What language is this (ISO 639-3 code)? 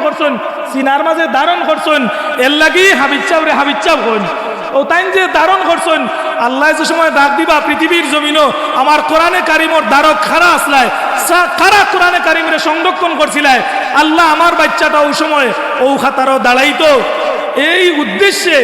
syl